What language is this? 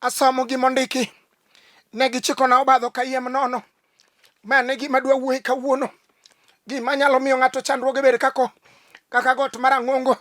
Luo (Kenya and Tanzania)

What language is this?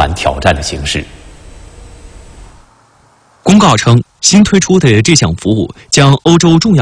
Chinese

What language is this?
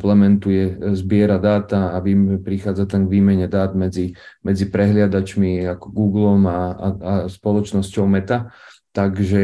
Slovak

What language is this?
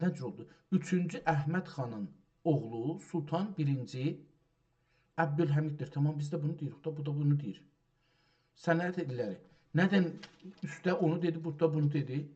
South Azerbaijani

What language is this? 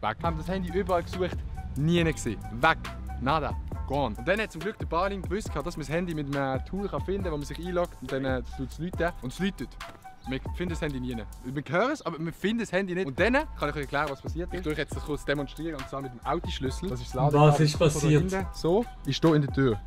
Swiss German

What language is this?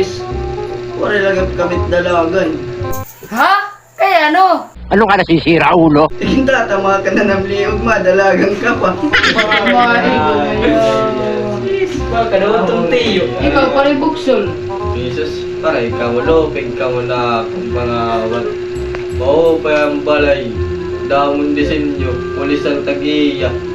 Waray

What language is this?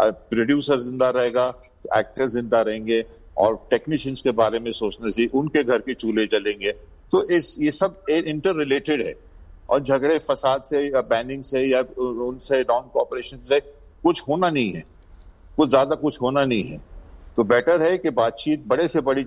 Hindi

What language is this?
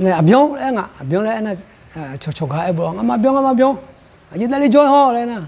Akha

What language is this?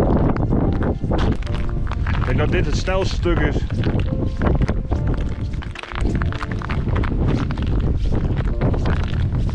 Dutch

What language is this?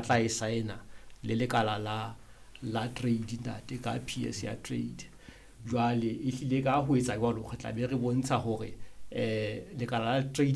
Southern Sotho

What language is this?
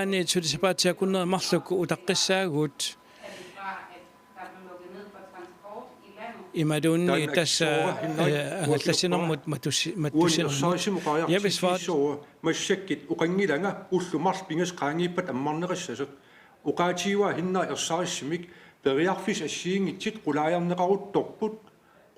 Kalaallisut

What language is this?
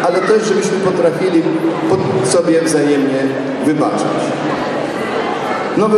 Polish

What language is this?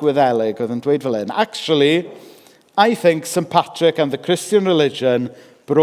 Welsh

